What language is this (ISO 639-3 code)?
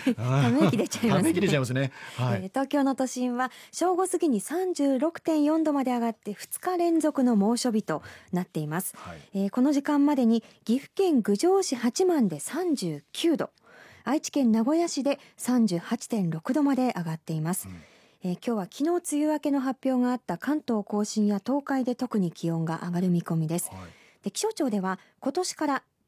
jpn